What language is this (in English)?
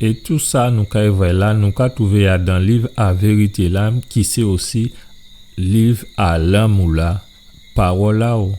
Guadeloupean Creole French